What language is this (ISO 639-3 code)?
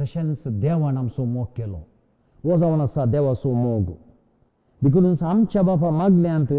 kok